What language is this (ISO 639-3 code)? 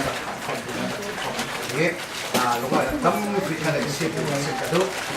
cfm